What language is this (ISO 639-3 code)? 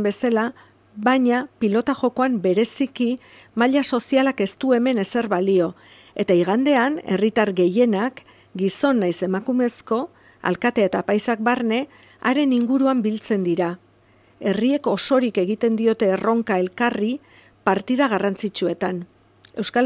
eus